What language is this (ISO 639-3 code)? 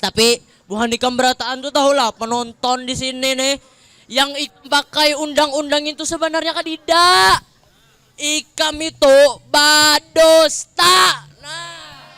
bjn